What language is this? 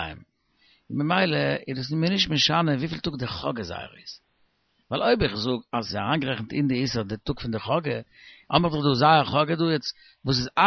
Yiddish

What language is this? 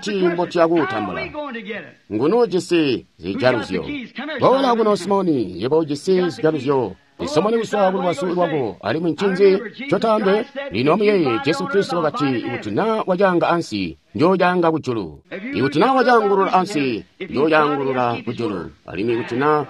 Tonga (Zambia)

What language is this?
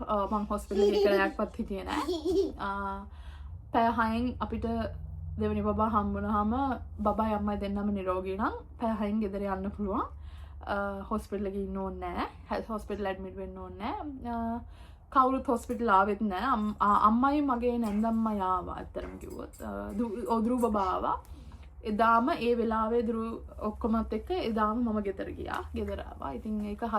Sinhala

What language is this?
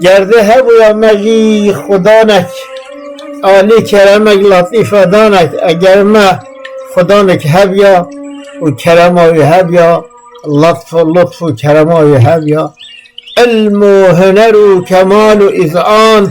Kurdish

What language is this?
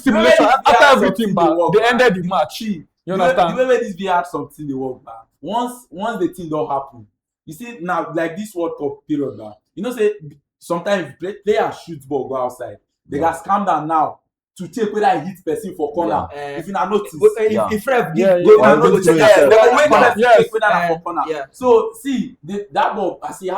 Nigerian Pidgin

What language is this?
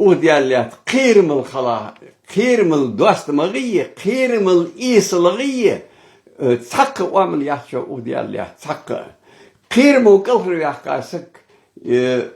Ingush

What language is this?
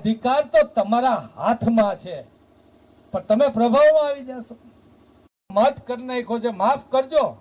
Gujarati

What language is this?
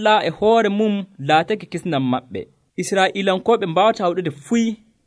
Nigerian Fulfulde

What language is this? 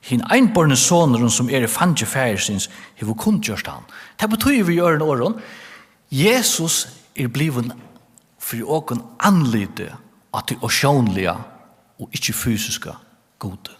Faroese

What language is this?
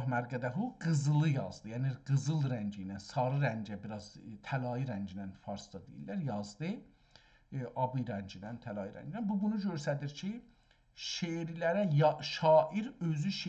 South Azerbaijani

